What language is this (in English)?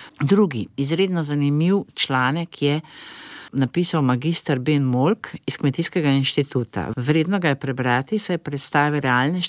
Slovenian